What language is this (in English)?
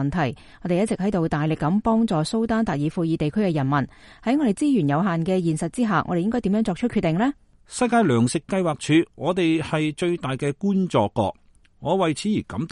Cantonese